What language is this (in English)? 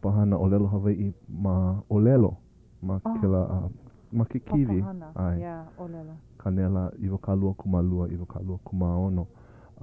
Hawaiian